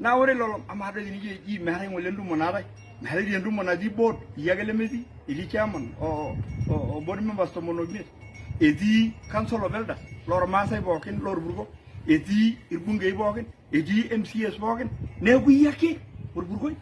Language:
Masai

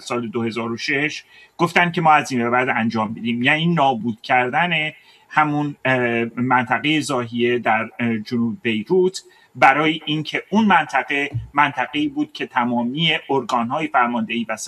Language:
Persian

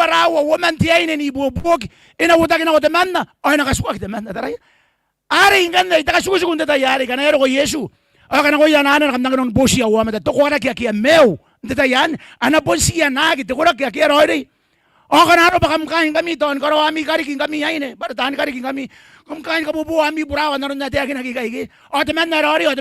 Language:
Gilbertese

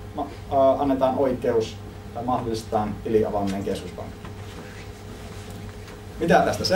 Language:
Finnish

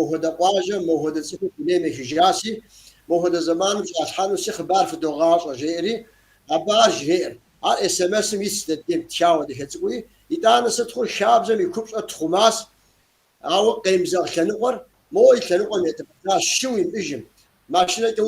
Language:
Kabardian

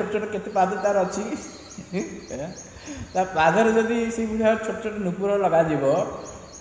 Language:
Odia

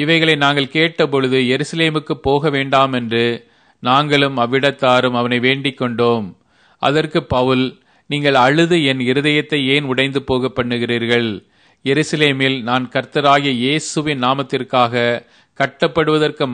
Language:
Tamil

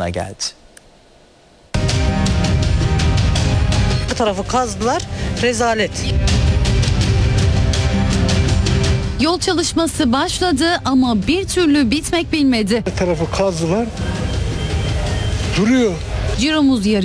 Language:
Turkish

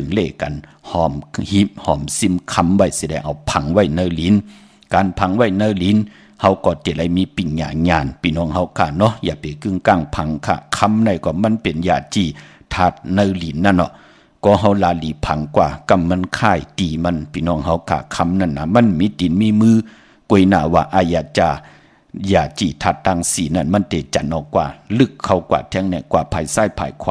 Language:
Shan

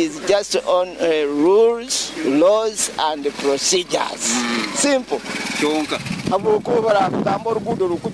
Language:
Nyoro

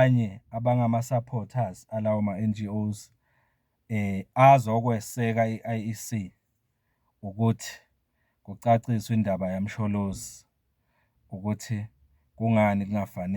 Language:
Zulu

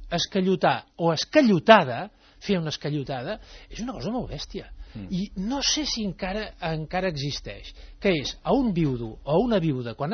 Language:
Catalan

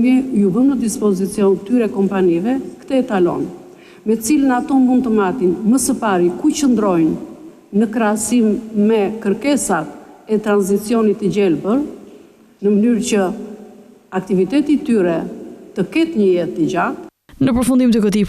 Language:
Albanian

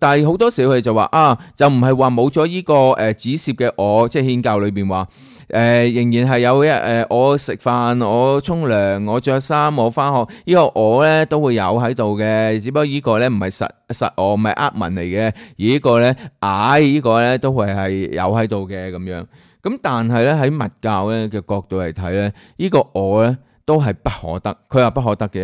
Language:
Cantonese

